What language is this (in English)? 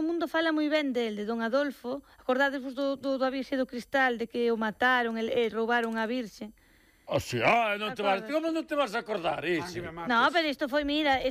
Galician